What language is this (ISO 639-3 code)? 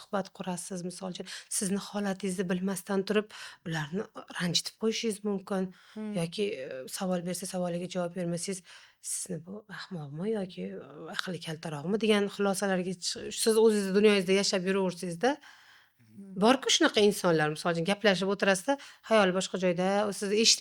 uzb